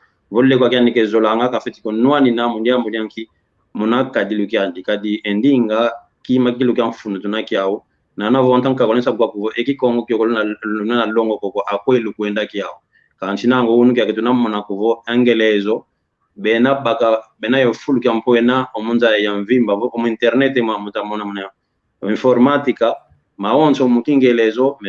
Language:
San Salvador Kongo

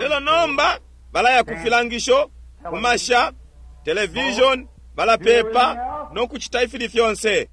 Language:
Bemba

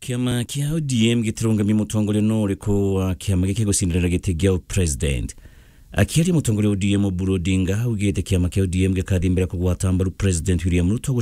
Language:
Meru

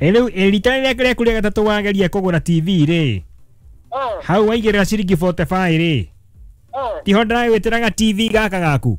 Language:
Kikuyu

